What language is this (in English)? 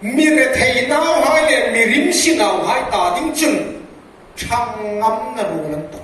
Hmar